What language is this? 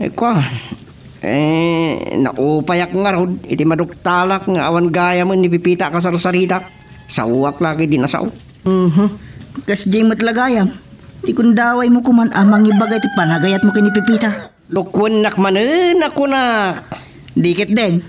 Iloko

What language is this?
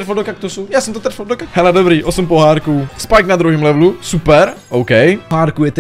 Czech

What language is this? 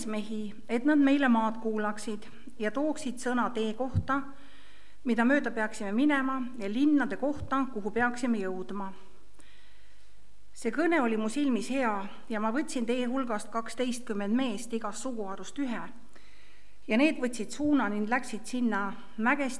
Estonian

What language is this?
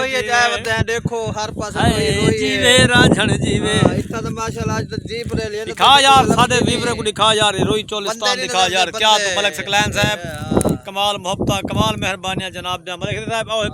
Saraiki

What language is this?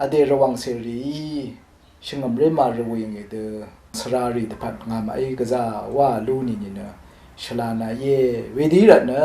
Rawang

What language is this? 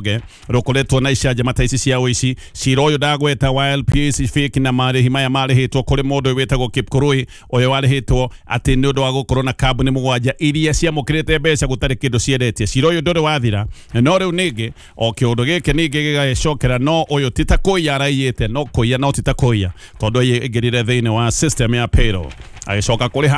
Kikuyu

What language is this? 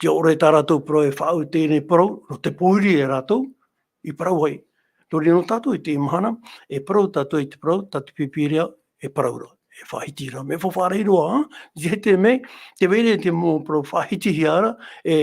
Tahitian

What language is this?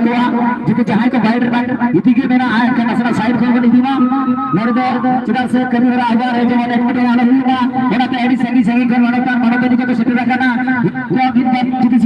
Santali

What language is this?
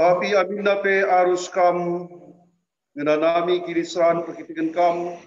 Batak Karo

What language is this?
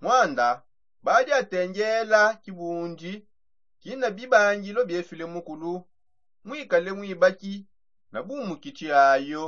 Songe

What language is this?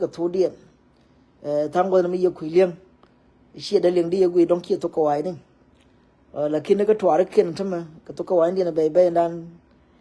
Nuer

